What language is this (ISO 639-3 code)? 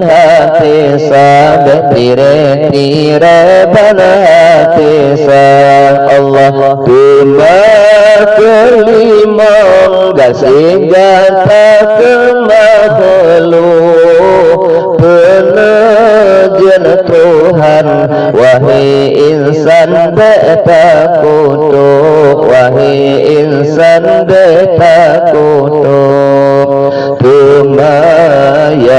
ace